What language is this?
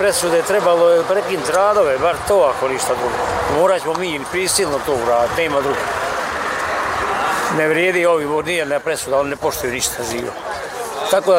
Bosnian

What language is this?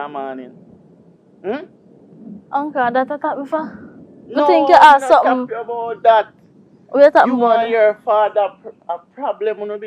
Jamaican Creole English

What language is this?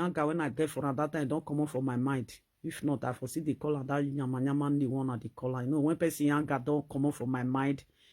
Nigerian Pidgin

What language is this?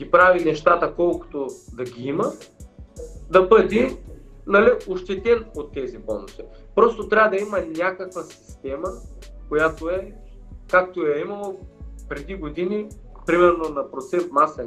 Bulgarian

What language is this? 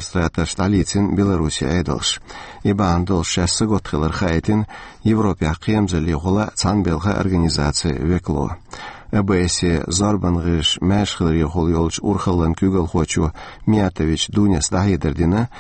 Chechen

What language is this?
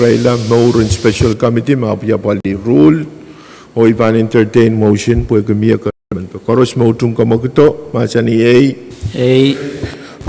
Pohnpeian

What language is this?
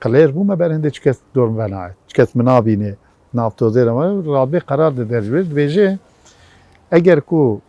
Kurdish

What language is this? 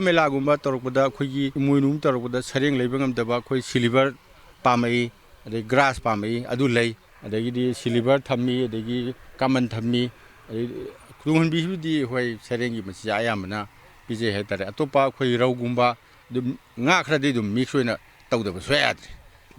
Manipuri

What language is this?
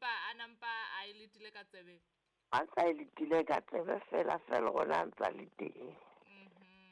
Southern Sotho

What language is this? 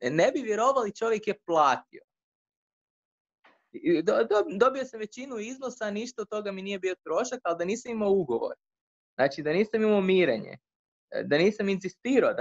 Croatian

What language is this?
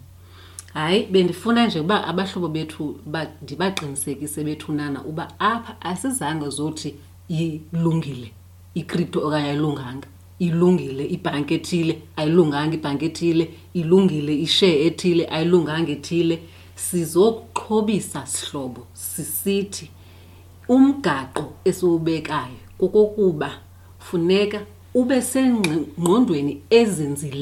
Xhosa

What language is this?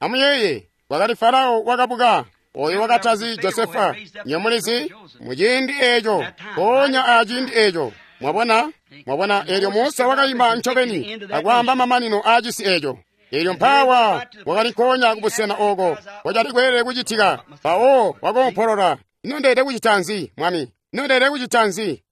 Tonga (Zambia)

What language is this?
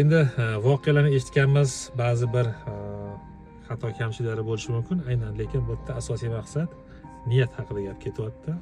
Uzbek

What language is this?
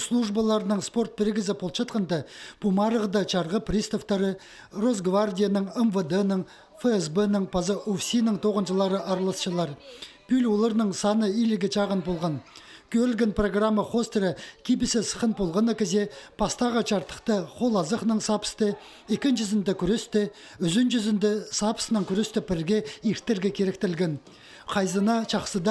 Khakas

